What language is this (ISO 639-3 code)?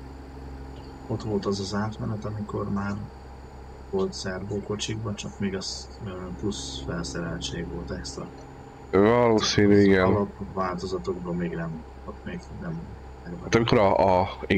hun